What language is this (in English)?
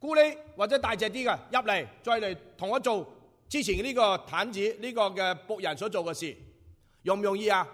Cantonese